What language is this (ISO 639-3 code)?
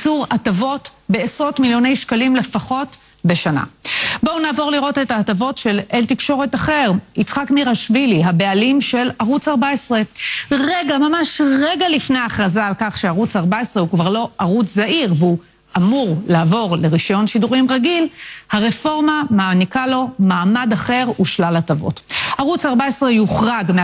heb